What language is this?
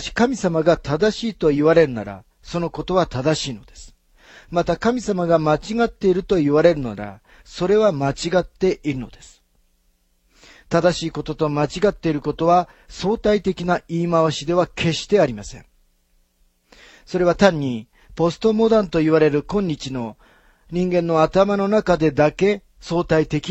Japanese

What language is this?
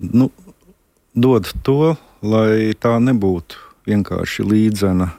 Latvian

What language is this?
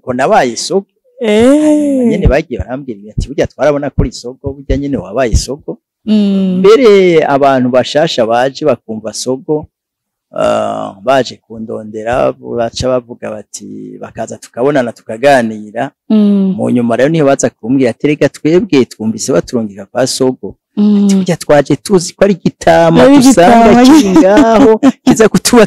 Rundi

